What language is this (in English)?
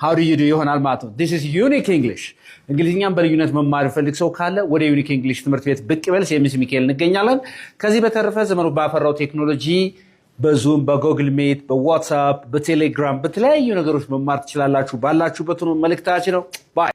Amharic